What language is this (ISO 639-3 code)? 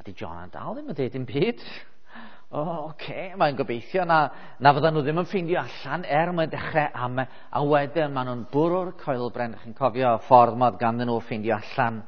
cym